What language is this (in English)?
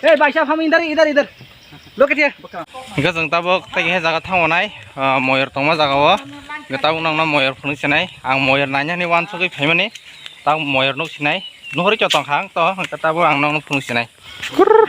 Kok Borok